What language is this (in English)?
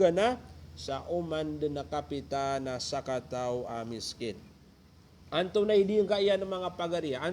Maranao